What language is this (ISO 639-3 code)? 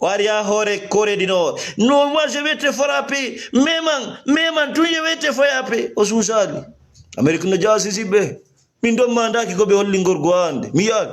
ful